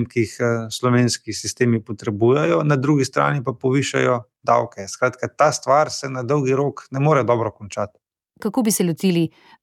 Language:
Slovenian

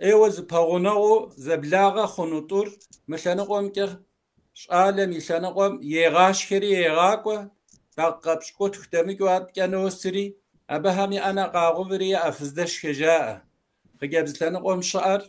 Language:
Kabardian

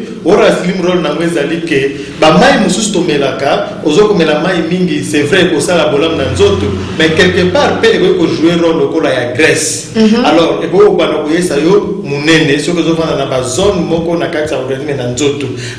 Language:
Lingala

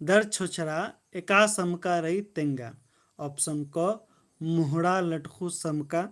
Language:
Kurukh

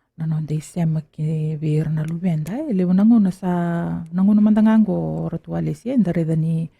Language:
Fijian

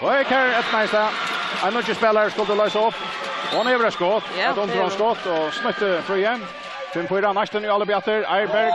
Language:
Faroese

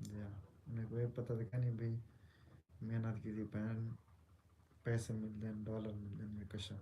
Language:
Saraiki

